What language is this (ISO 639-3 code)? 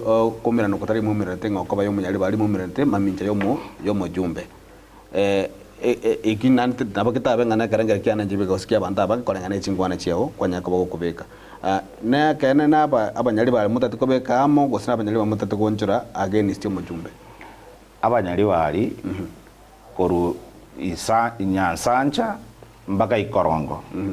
guz